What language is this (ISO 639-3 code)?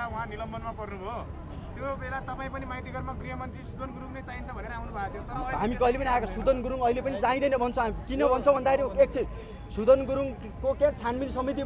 nep